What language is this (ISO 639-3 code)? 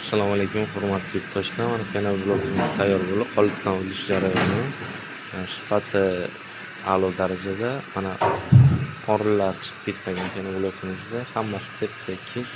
uzb